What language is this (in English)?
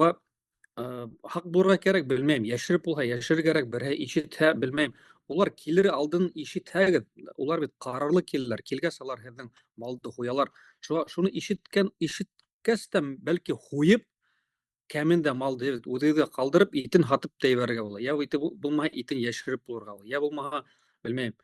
Bashkir